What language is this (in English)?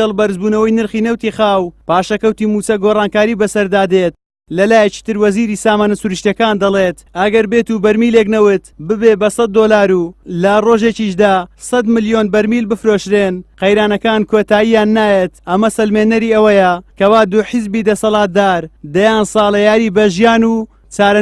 Central Kurdish